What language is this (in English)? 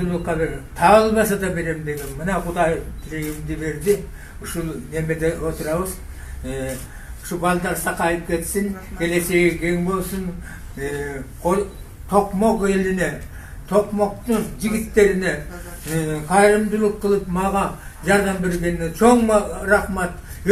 Kyrgyz